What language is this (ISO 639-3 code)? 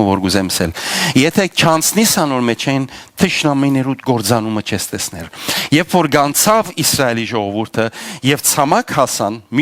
hyw